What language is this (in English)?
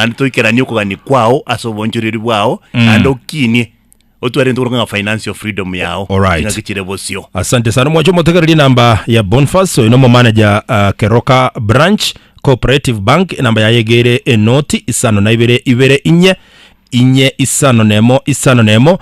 Gusii